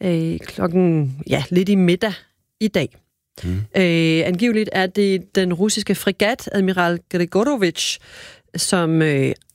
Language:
Danish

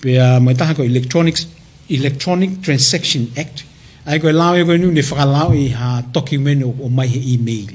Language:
Tongan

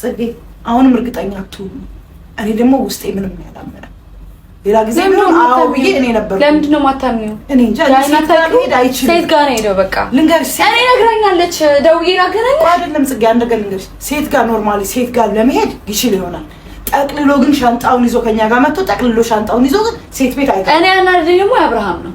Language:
Amharic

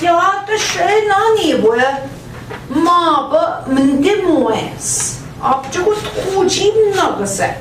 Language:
Central Ojibwa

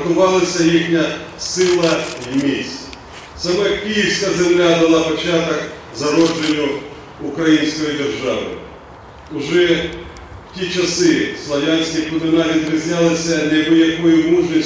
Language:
Ukrainian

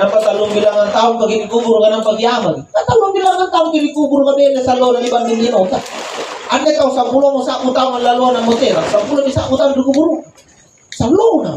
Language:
Makasar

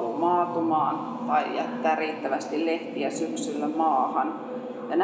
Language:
Finnish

